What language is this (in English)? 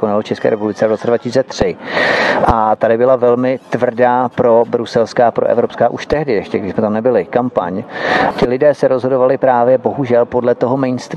Czech